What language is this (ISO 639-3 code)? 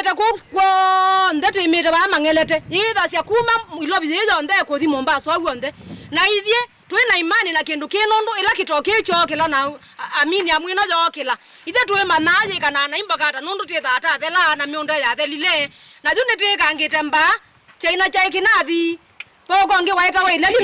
kam